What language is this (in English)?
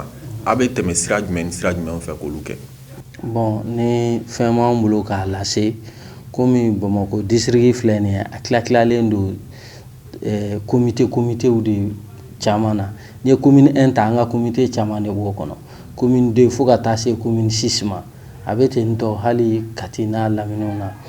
Bambara